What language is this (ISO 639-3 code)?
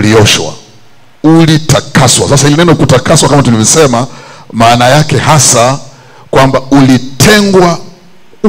swa